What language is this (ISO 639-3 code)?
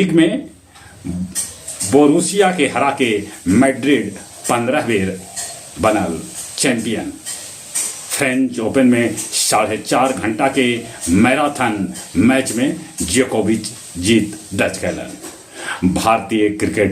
mag